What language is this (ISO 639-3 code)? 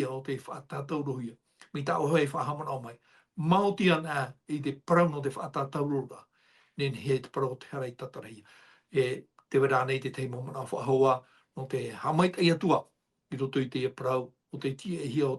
tah